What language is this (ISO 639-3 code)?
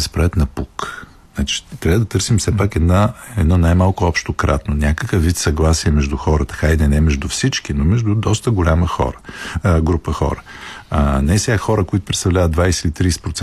bul